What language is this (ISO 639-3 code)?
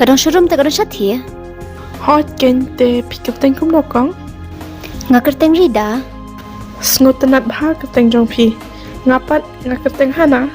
kha